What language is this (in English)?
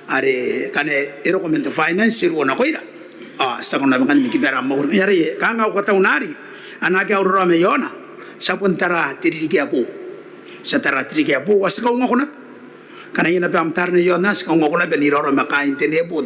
Gilbertese